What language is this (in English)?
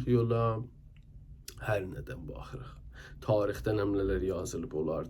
South Azerbaijani